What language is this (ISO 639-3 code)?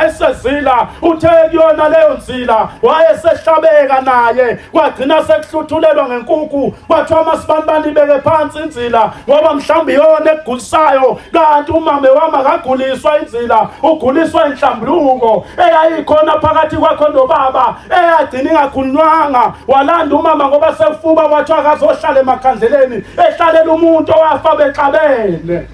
zul